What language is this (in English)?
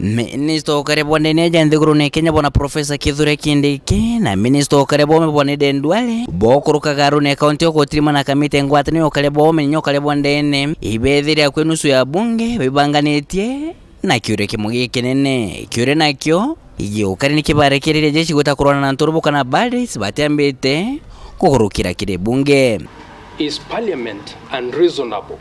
Meru